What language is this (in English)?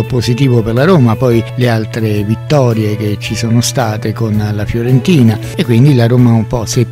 Italian